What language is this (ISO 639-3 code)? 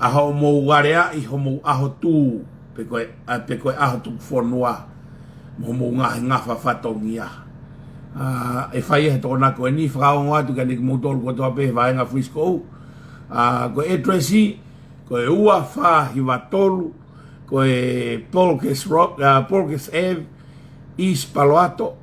ton